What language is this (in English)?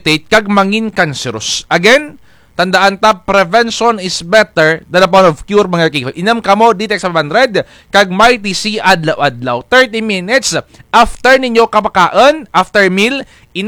Kinaray-a